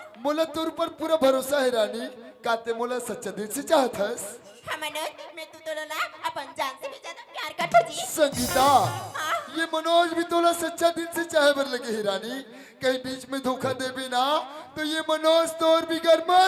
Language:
Chhattisgarhi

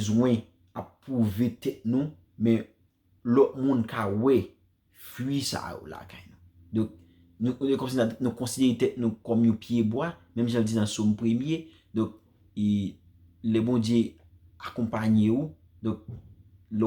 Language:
Haitian Creole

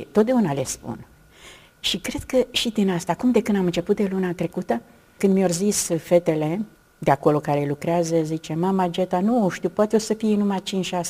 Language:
Romanian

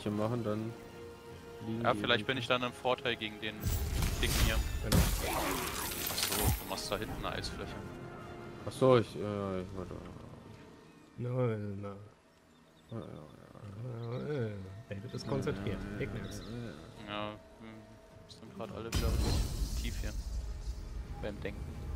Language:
German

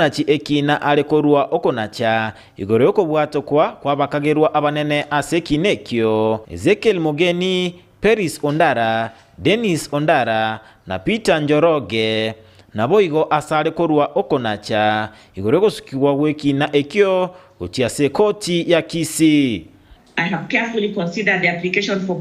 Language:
Gusii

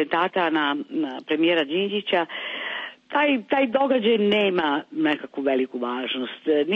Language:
Serbian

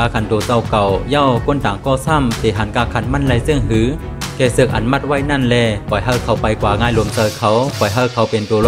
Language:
Shan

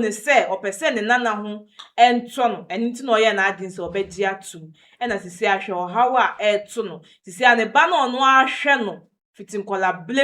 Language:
Akan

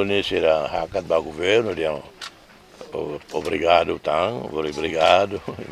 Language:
Tetum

